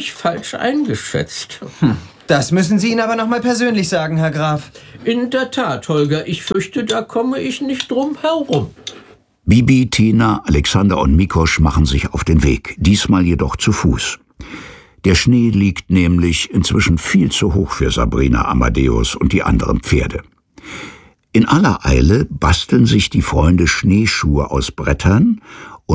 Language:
German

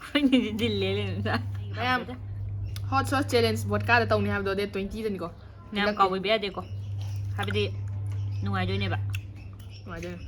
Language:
Manipuri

